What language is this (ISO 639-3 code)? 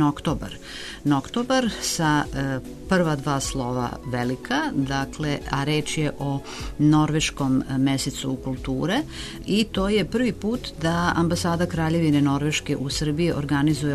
srp